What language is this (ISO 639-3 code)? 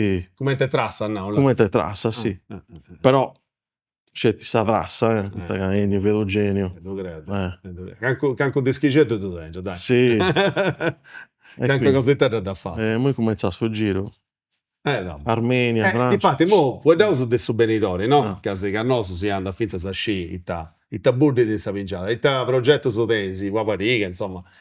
srd